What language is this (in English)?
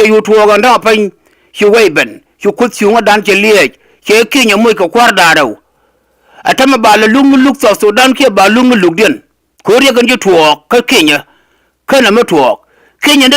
Nuer